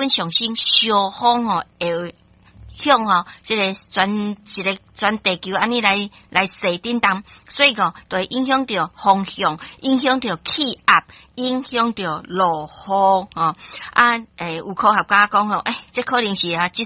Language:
Min Nan Chinese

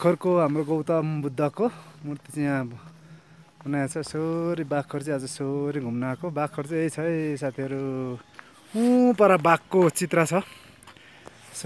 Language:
Nepali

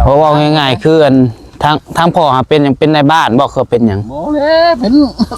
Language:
Northeastern Thai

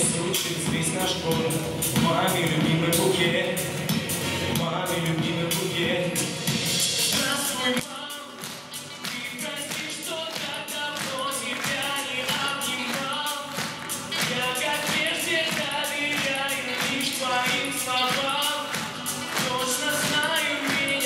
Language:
Russian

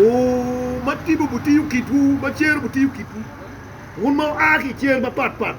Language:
Acoli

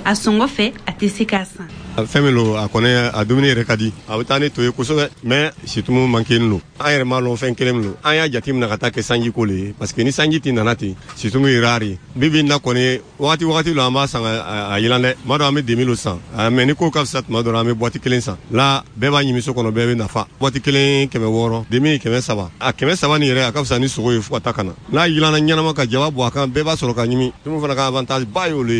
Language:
Bambara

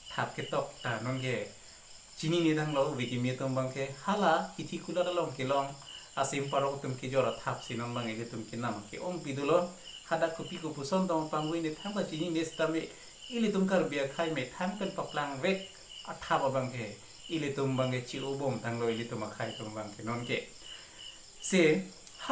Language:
Karbi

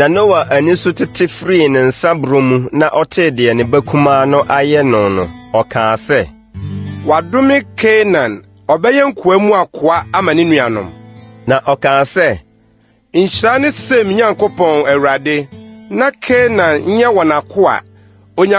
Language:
Akan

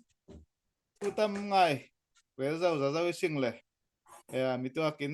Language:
Falam Chin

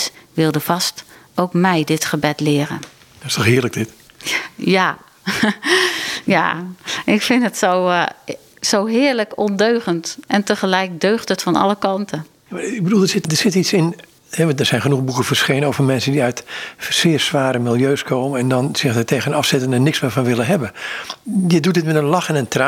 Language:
Dutch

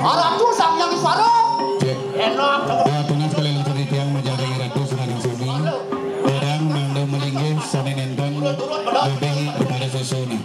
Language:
Balinese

